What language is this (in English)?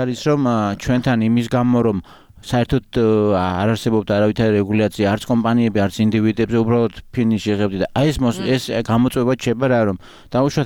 Georgian